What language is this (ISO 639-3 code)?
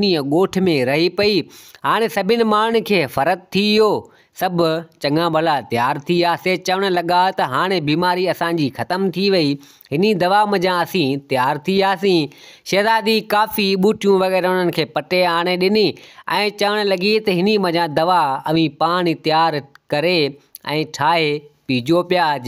snd